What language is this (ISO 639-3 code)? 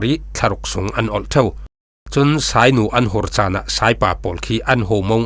cfm